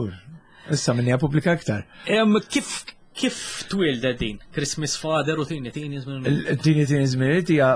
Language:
Maltese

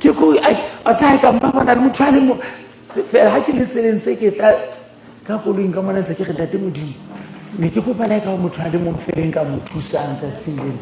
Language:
Southern Sotho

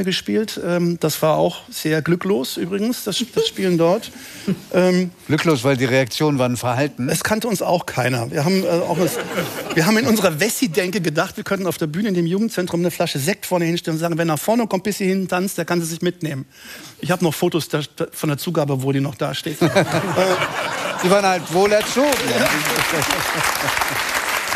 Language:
German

